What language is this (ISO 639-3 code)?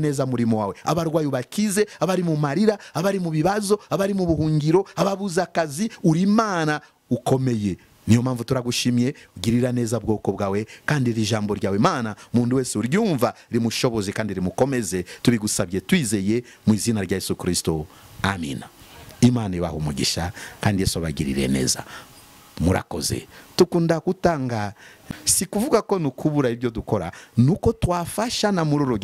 kin